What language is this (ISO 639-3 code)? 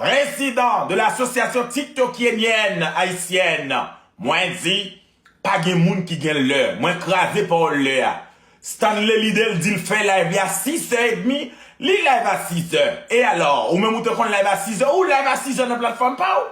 hat